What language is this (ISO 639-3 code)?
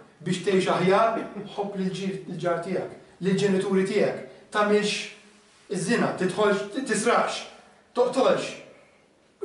mlt